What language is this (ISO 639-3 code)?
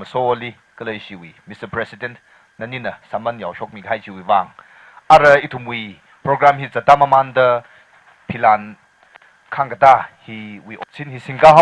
nmf